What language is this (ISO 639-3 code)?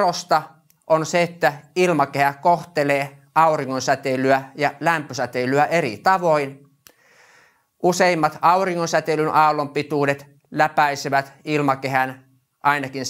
fin